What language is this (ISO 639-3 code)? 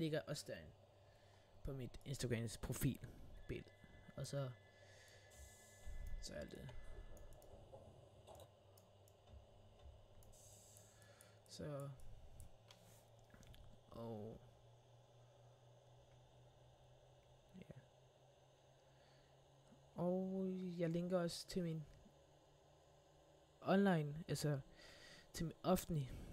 dan